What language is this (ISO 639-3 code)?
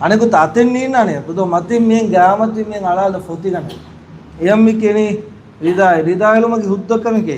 div